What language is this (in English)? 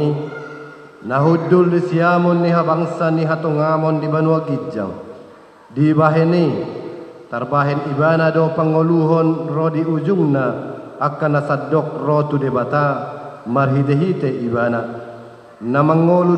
Batak Toba